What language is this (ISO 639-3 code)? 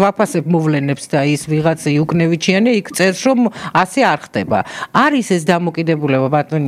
kat